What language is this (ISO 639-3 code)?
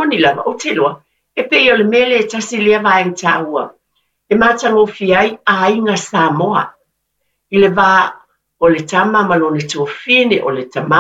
smo